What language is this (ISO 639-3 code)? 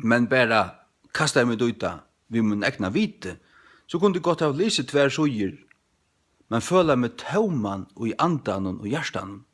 fao